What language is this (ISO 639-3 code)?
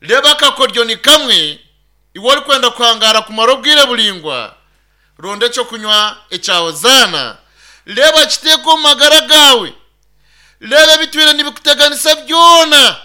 nyn